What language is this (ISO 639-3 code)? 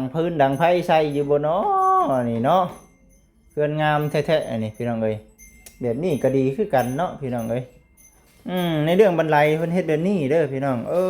lao